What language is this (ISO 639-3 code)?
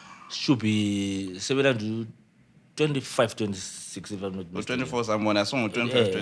nde